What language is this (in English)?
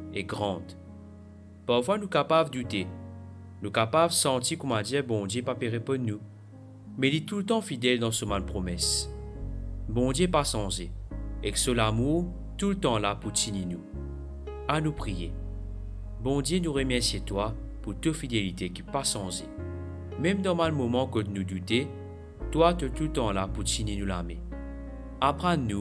Morisyen